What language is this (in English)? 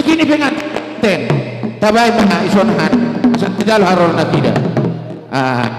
Batak Karo